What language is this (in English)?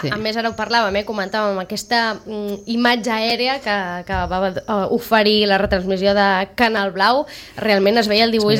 Catalan